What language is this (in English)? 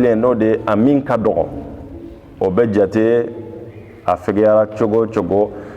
Bambara